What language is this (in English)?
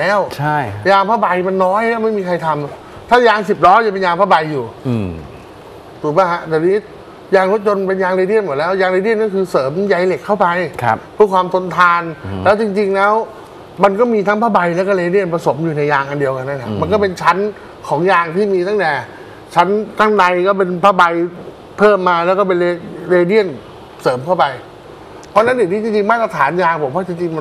Thai